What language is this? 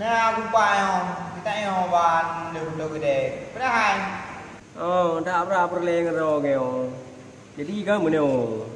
Achinese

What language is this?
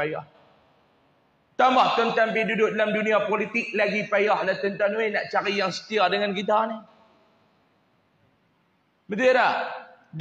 Malay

